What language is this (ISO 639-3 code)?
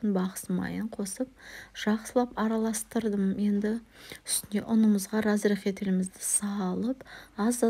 kaz